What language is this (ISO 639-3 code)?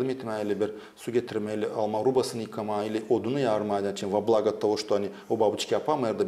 gag